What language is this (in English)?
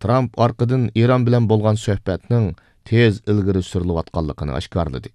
Uyghur